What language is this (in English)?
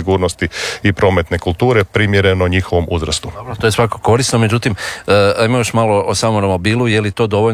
Croatian